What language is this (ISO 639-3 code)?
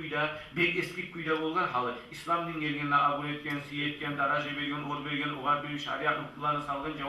kum